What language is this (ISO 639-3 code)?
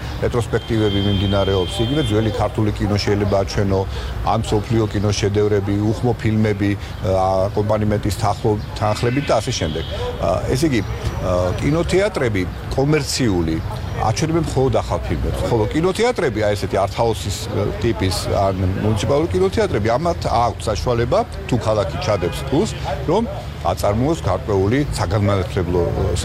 kat